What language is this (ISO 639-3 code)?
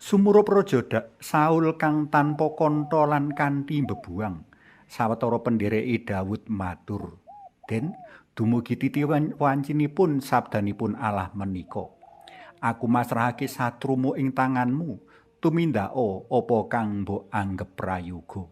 jav